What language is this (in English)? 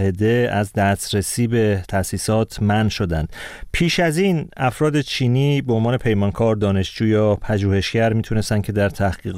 Persian